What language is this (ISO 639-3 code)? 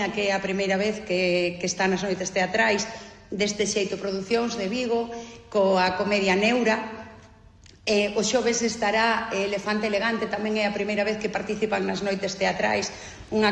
glg